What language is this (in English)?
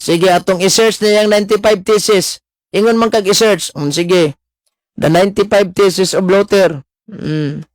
Cebuano